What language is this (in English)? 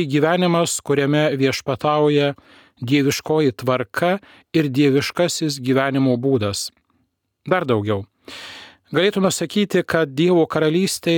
Lithuanian